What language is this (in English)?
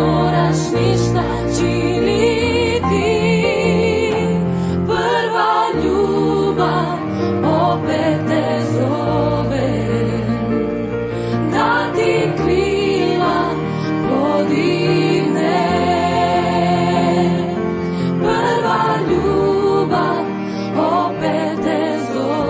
Croatian